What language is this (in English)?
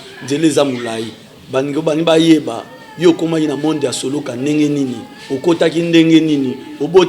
Lingala